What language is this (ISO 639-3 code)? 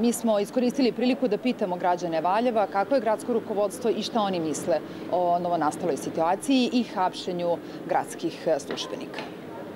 srp